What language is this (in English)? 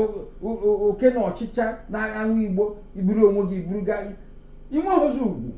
Igbo